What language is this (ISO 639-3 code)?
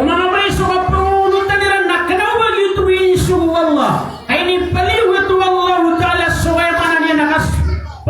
mrw